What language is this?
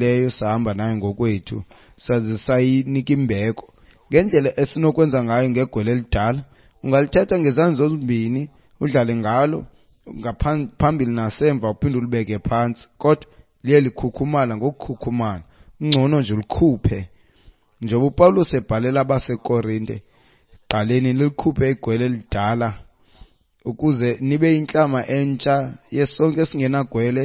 Xhosa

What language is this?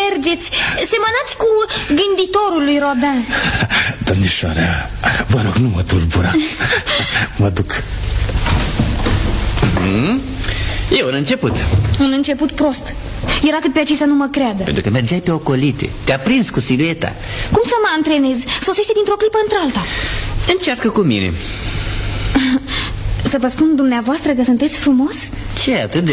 Romanian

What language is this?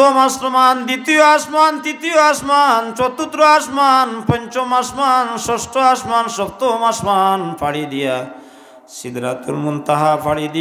Sylheti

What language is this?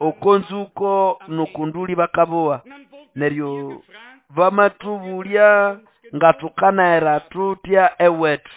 Nande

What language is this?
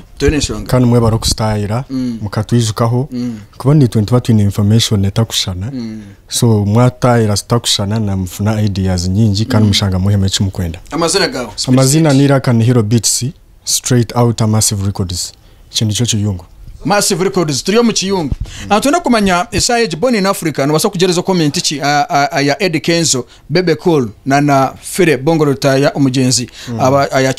Nyankole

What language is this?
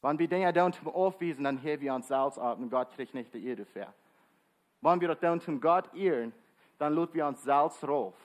Plautdietsch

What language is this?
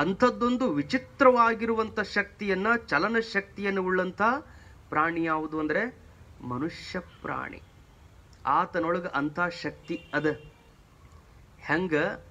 Kannada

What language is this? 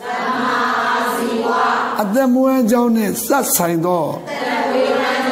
Burmese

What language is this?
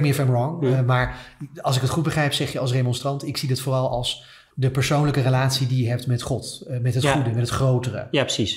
Dutch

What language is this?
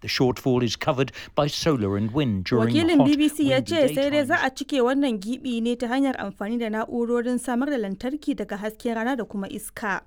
Hausa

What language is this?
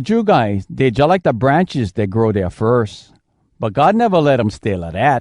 Hawai'i Creole English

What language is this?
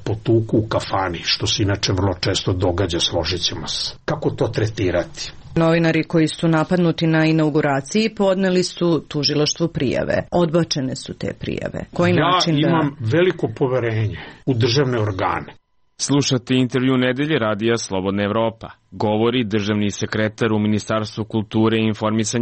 Serbian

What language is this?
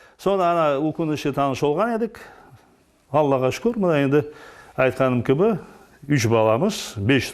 Crimean Tatar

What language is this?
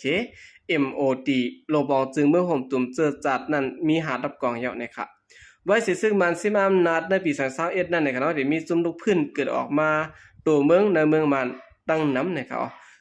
Shan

